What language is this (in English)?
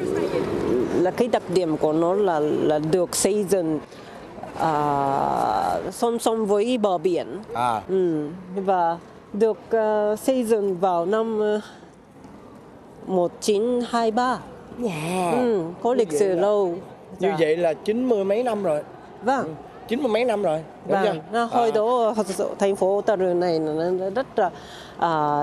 Vietnamese